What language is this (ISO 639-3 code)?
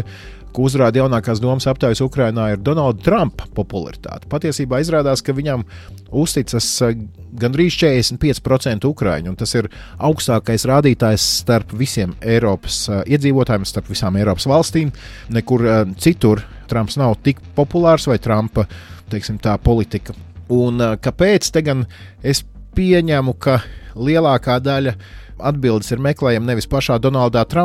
lav